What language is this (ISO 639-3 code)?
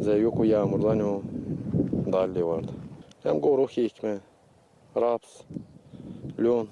gag